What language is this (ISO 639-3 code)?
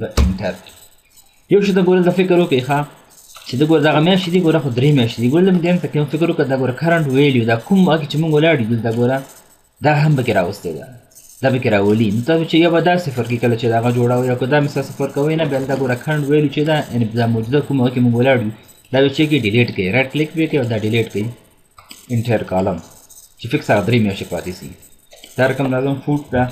pus